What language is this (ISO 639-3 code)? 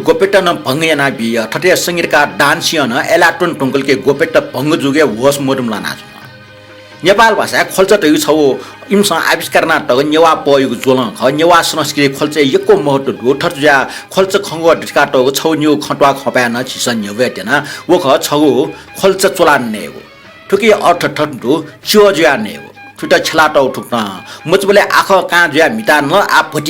new